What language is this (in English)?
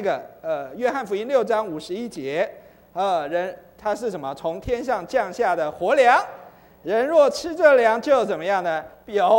Chinese